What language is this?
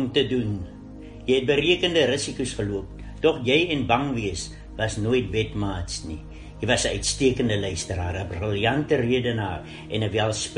Afrikaans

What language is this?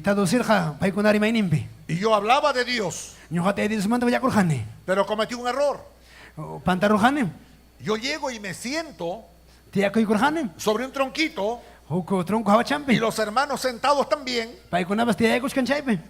Ayacucho Quechua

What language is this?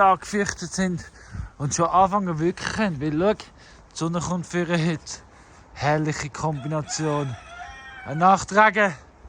Swiss German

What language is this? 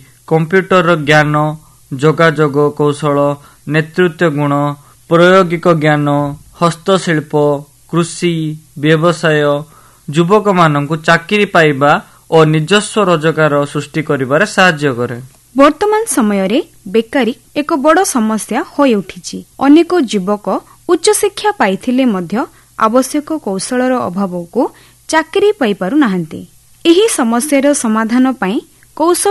Odia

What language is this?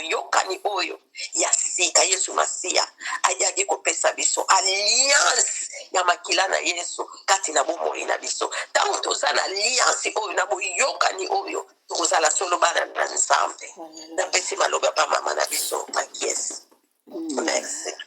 Lingala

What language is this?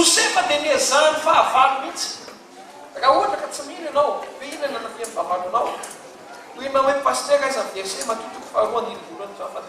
Malagasy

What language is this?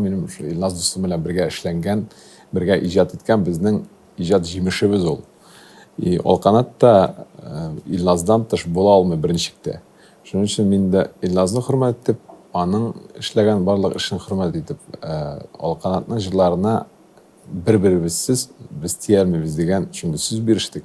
Tatar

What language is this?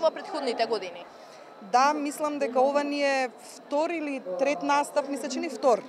Macedonian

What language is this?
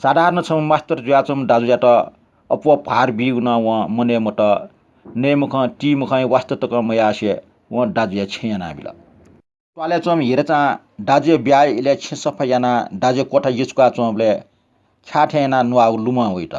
Newari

